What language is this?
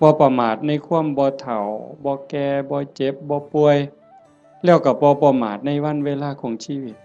Northeastern Thai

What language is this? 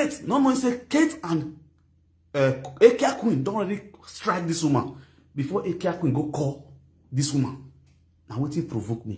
Nigerian Pidgin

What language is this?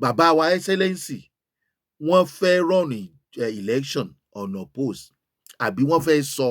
Yoruba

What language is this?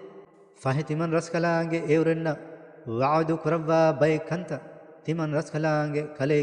Divehi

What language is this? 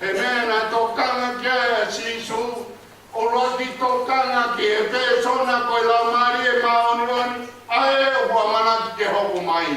Tongan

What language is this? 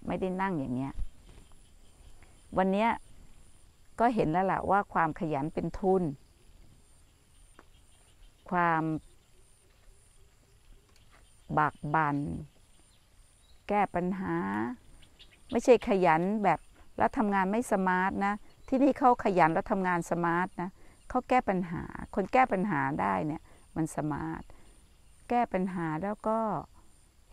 Thai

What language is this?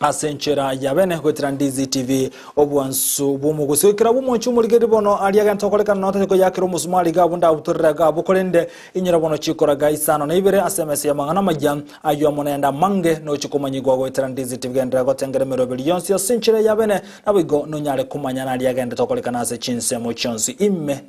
Gusii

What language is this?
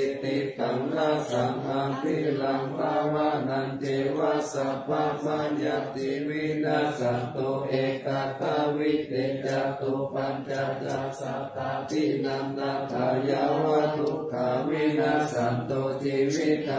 Pali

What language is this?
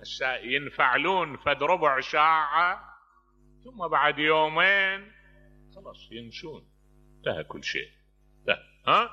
Mesopotamian Arabic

